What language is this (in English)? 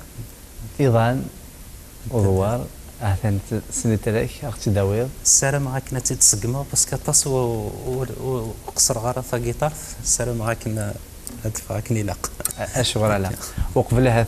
Kabyle